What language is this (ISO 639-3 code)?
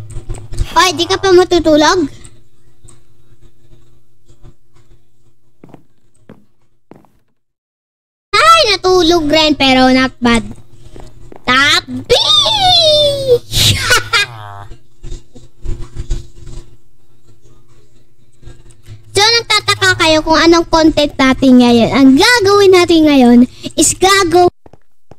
fil